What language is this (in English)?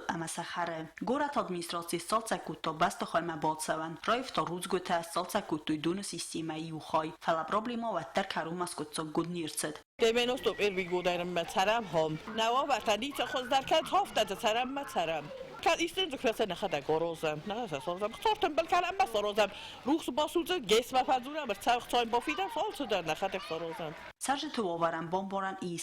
Ossetic